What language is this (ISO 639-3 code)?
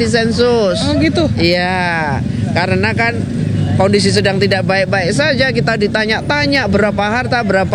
ind